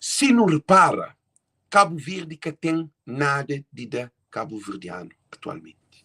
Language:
Kabuverdianu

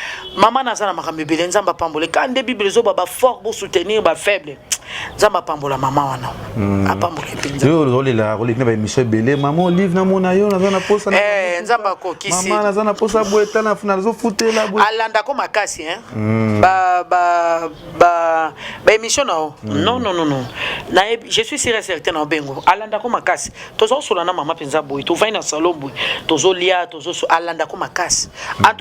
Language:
Lingala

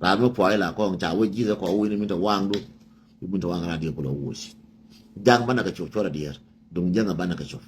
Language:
Nuer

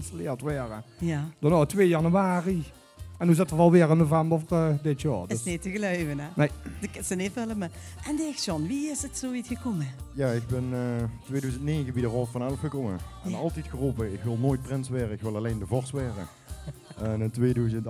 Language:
Limburgish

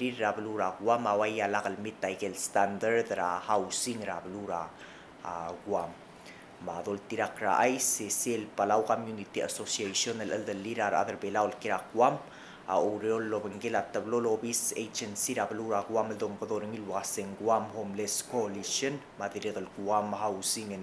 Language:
Palauan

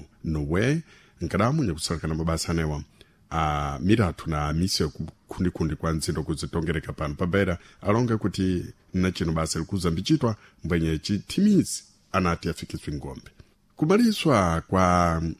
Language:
Sena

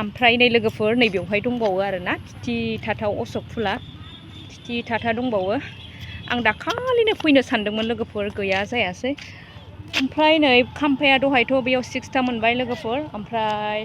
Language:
Bodo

